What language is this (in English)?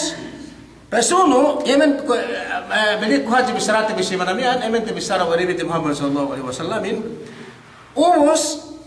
Yakan